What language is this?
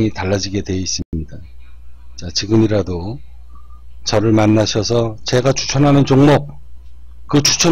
Korean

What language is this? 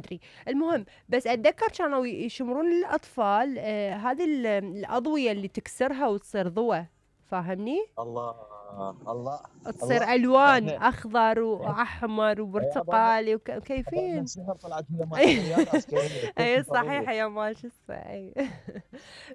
Mesopotamian Arabic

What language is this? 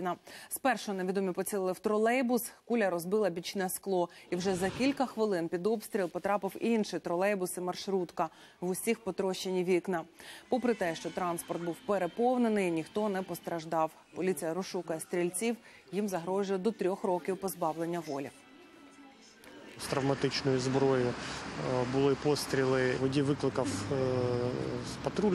Ukrainian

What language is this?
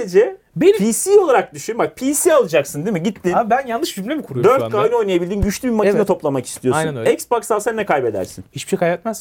Turkish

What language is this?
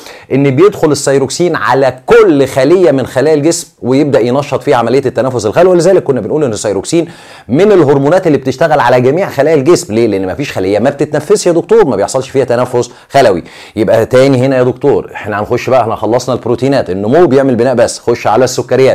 Egyptian Arabic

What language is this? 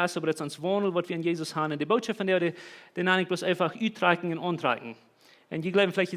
Plautdietsch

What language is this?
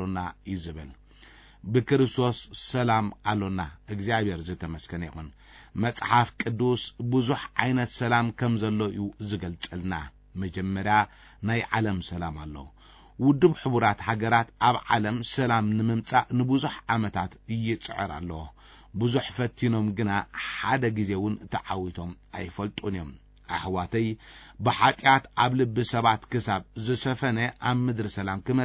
Tigrinya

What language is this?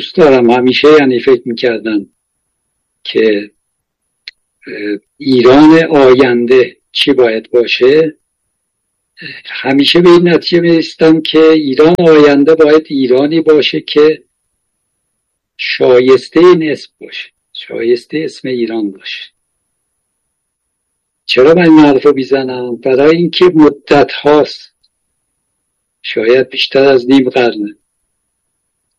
Persian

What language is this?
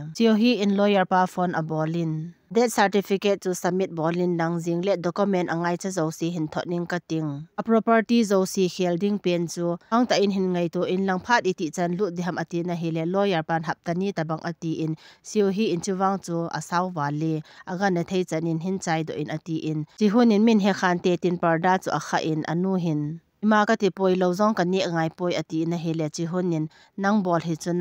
Thado Chin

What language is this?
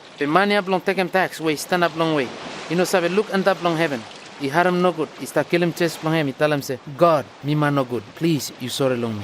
Bislama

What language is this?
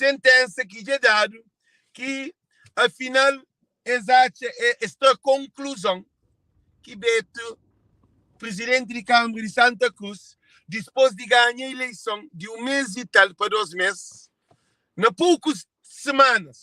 Kabuverdianu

